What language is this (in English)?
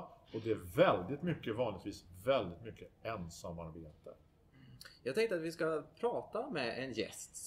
Swedish